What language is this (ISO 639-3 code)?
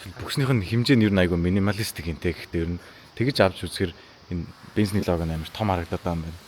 mon